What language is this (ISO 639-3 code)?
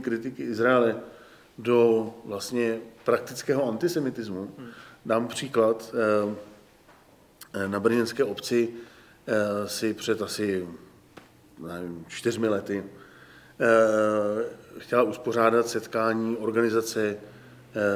ces